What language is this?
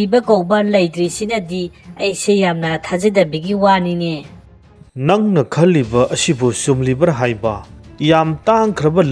Manipuri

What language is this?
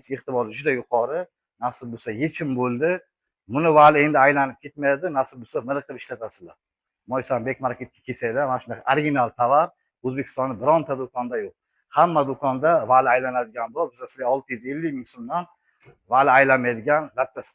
Uzbek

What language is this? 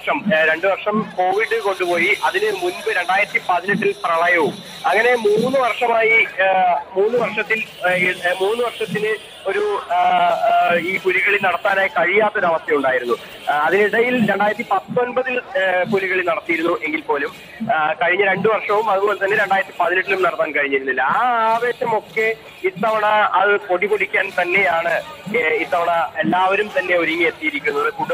Malayalam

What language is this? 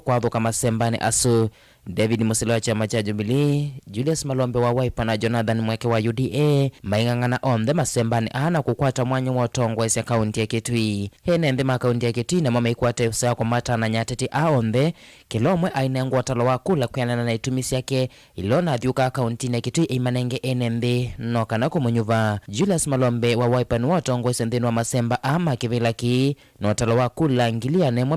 Kamba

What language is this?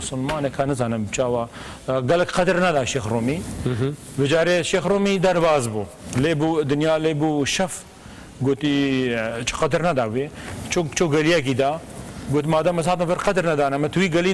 Kurdish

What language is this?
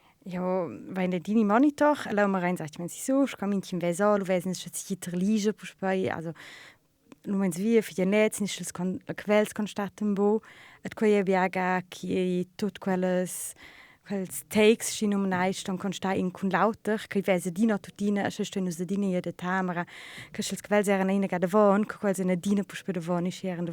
Romansh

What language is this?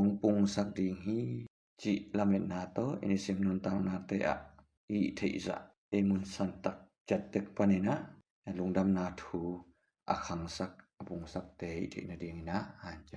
Tedim Chin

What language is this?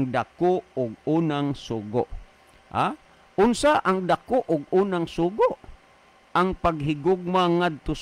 Cebuano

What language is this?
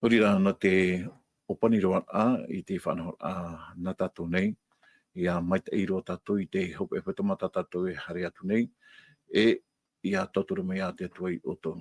Tahitian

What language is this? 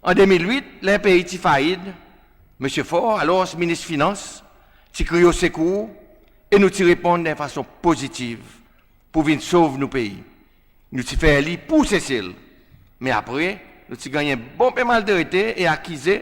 Seselwa Creole French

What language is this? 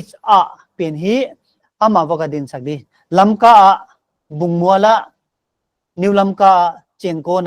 Paite Chin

